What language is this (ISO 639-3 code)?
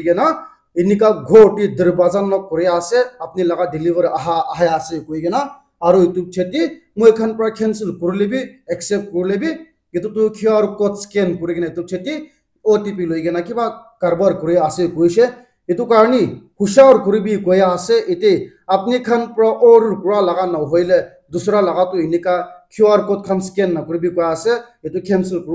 nag